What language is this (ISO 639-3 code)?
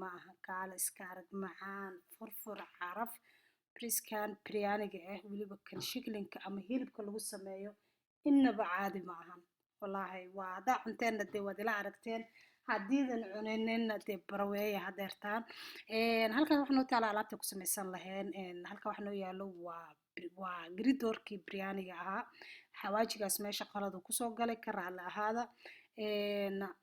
som